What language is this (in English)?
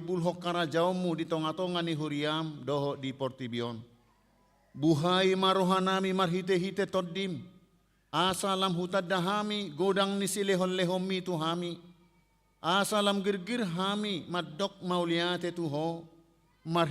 Batak Toba